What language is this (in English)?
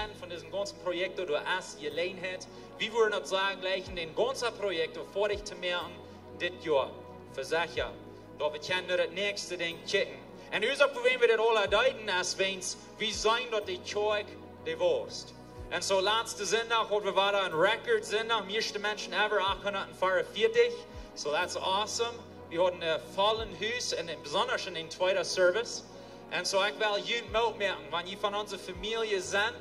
Plautdietsch